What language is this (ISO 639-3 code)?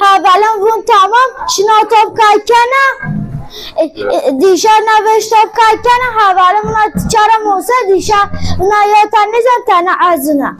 zza